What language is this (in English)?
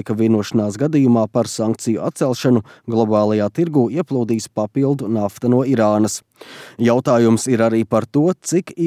Latvian